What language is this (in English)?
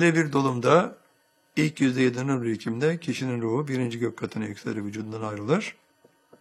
Turkish